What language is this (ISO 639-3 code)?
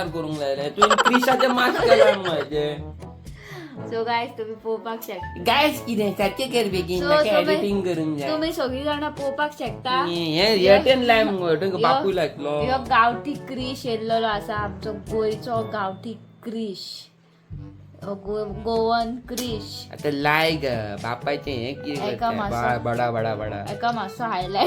kok